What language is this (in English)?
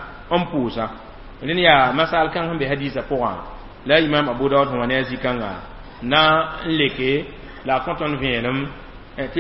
Mossi